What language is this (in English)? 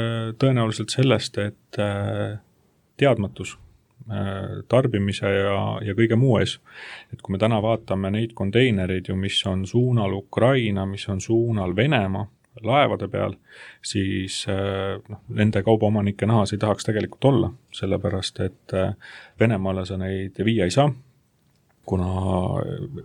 Estonian